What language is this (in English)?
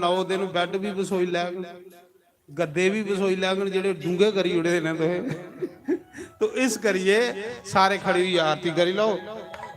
Dogri